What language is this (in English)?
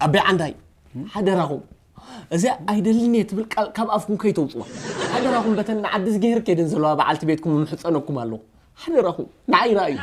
Tigrinya